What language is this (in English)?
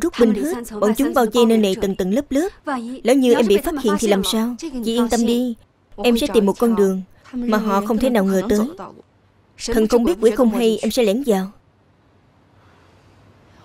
Vietnamese